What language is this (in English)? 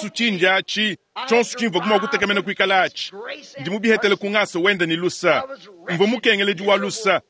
Luba-Lulua